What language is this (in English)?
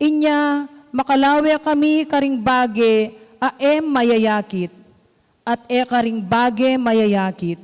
Pampanga